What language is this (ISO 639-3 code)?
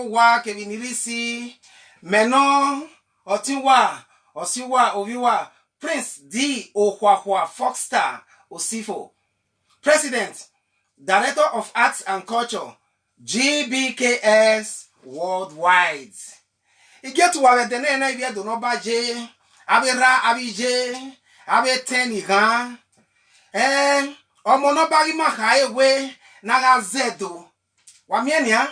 bin